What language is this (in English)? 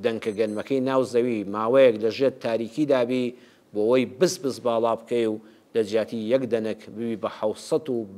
Central Kurdish